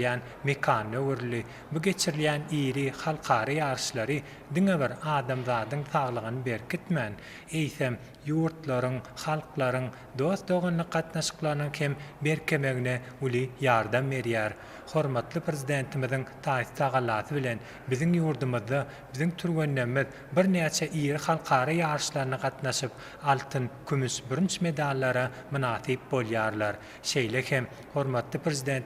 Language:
Turkmen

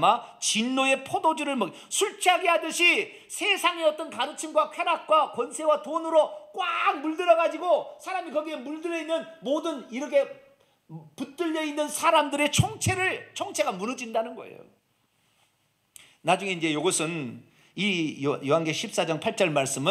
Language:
Korean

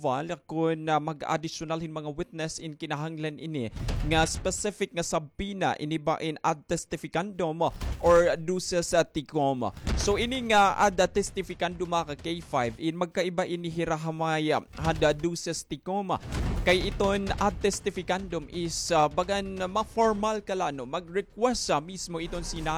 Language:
Waray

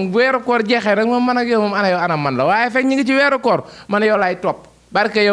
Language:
Wolof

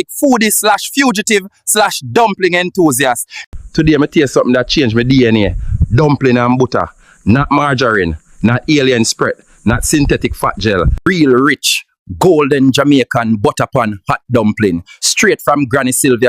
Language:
Jamaican Creole English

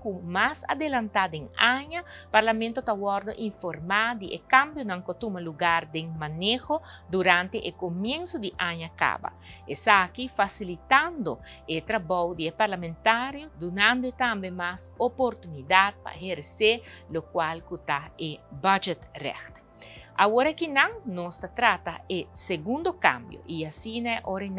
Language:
Papiamento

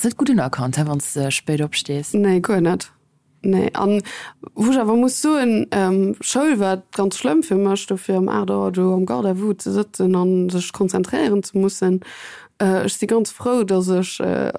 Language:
Luxembourgish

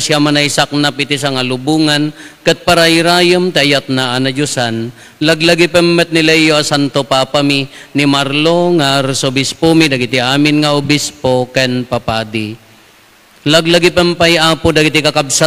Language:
Iloko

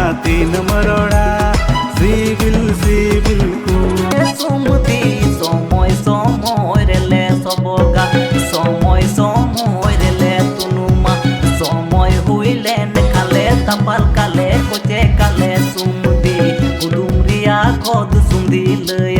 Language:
Santali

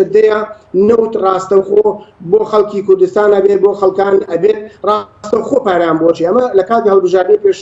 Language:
Central Kurdish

